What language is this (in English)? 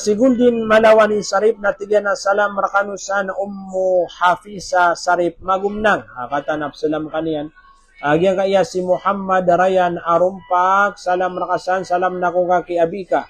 Maranao